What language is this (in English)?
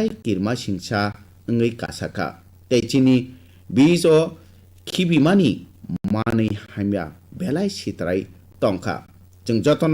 Kok Borok